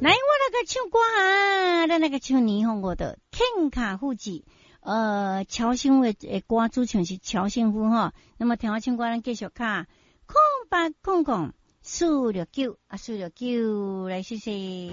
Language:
Min Nan Chinese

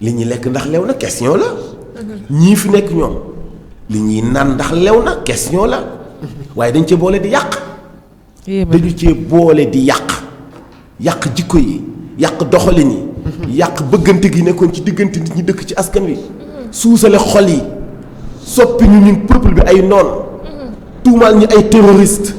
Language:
Wolof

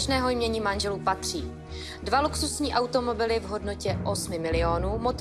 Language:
Czech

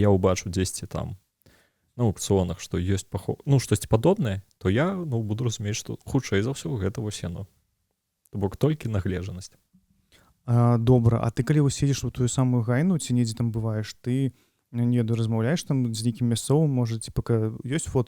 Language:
Belarusian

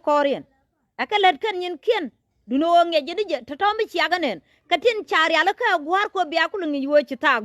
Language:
Nuer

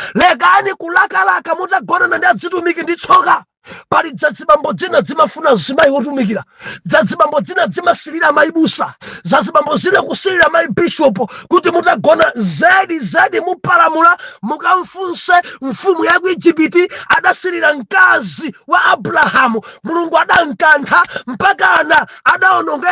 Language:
Nyanja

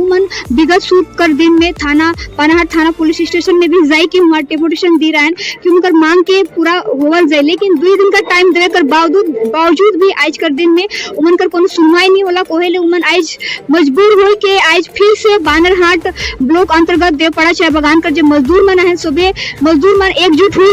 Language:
Sadri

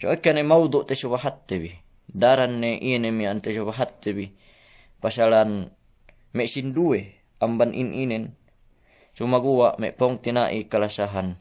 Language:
Yakan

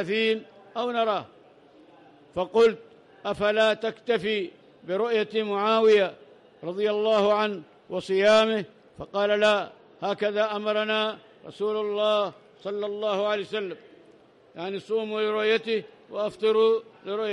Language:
Arabic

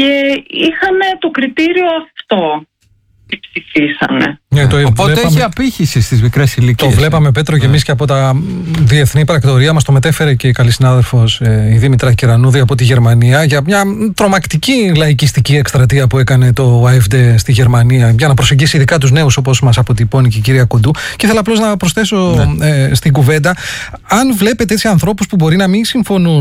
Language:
Greek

